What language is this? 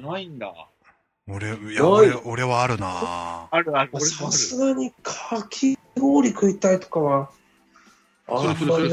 Japanese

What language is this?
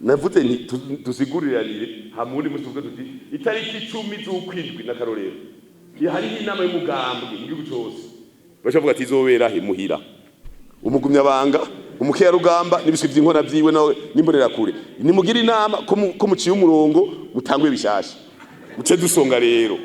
Rundi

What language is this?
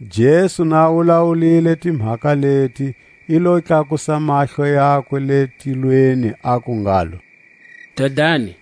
Tswa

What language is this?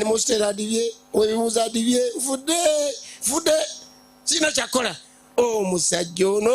Ganda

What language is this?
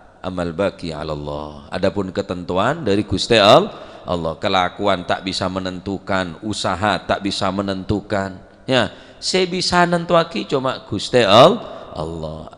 Madurese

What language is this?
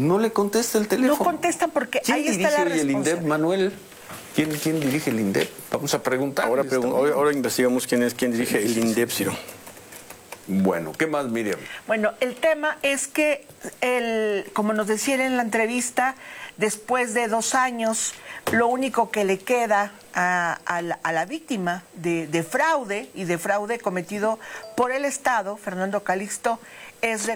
Spanish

